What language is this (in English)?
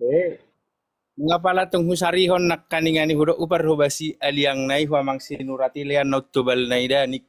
Batak Toba